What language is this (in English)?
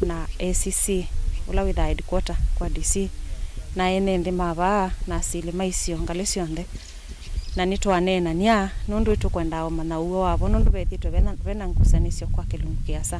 Kamba